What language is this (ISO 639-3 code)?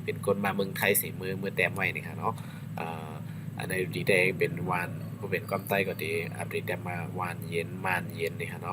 shn